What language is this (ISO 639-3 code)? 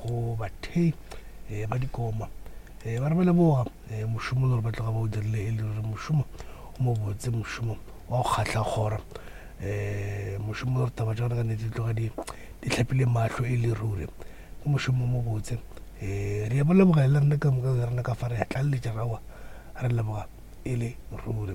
nso